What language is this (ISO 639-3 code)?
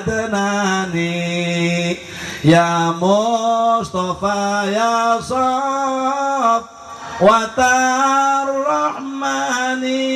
sun